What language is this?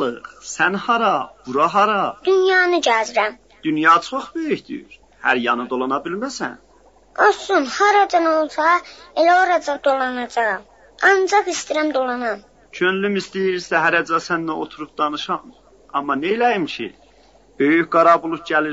South Azerbaijani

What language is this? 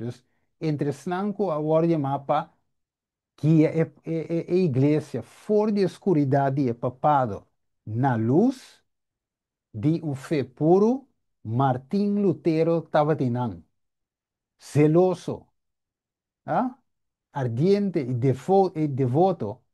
Papiamento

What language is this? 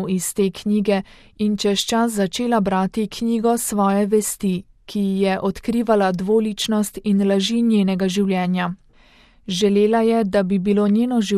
Slovenian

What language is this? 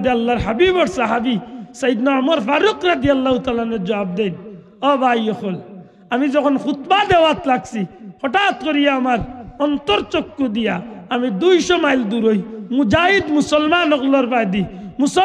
Sylheti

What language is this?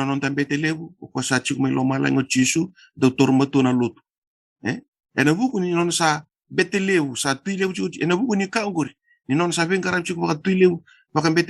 Fijian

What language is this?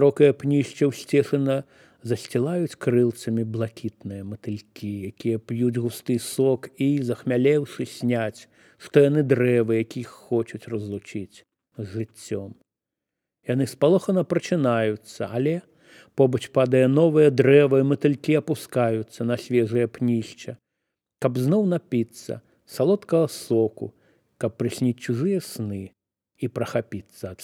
Belarusian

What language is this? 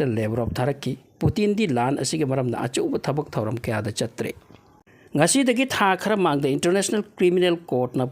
Manipuri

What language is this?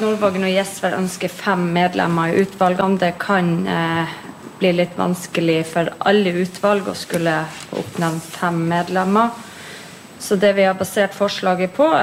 Norwegian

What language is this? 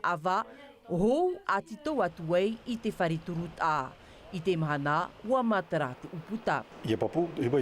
Tahitian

